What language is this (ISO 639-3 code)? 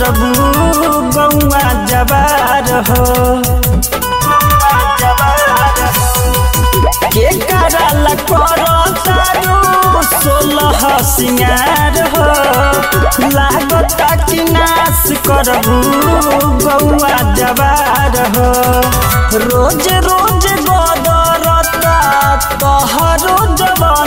bho